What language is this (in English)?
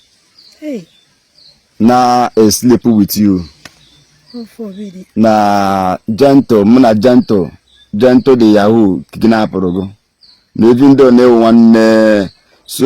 Igbo